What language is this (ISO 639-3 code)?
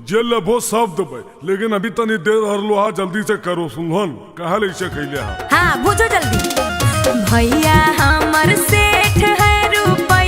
mag